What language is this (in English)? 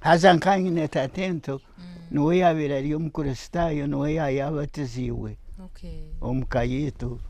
Nyankole